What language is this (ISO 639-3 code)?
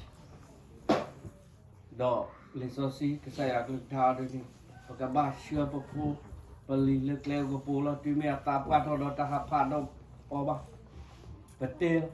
ksw